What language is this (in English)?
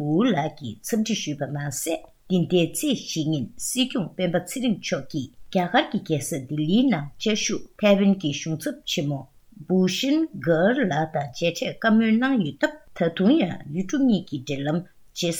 Tibetan